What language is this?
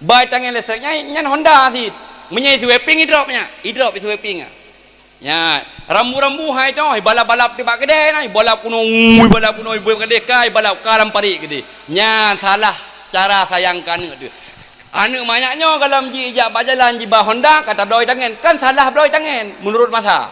Achinese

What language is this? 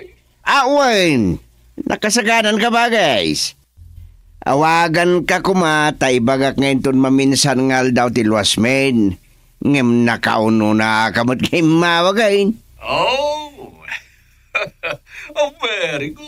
Iloko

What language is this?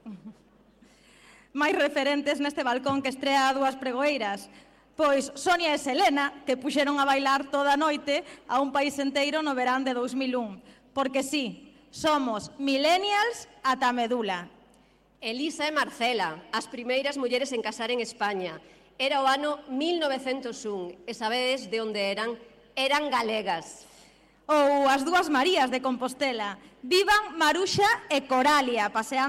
Galician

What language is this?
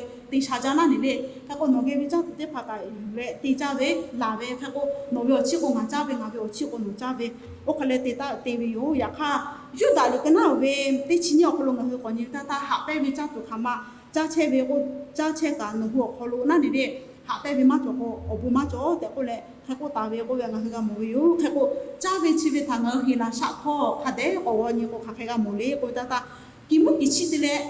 Lahu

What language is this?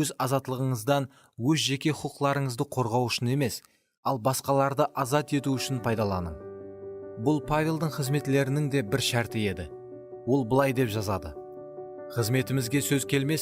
Kara-Kalpak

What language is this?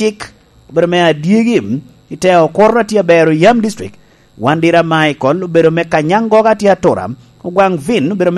Lango (Uganda)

